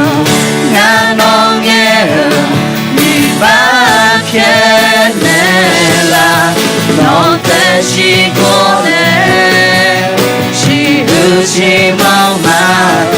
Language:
Akha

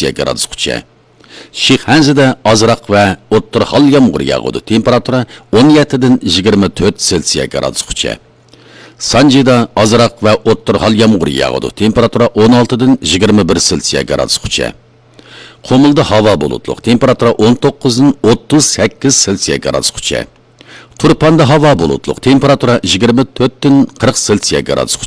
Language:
Uyghur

